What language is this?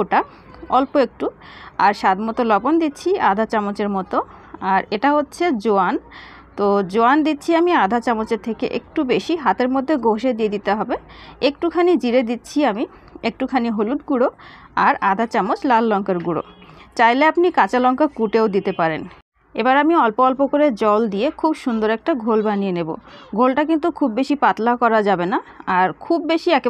Bangla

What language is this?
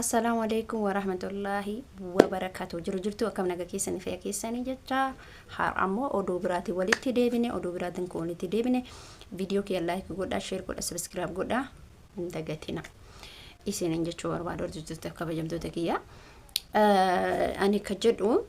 Oromo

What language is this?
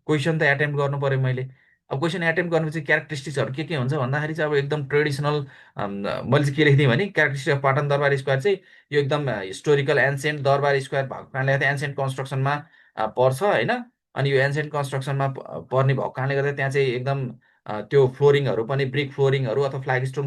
Nepali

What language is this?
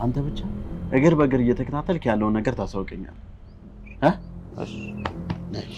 Amharic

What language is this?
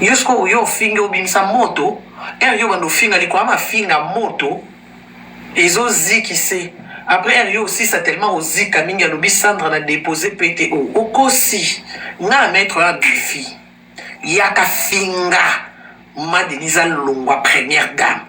Lingala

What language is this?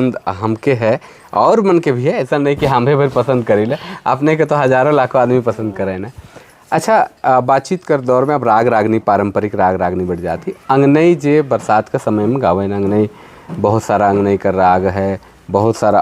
Sadri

